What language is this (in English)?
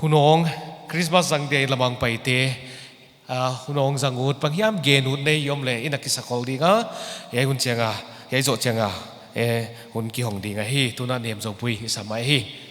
Paite Chin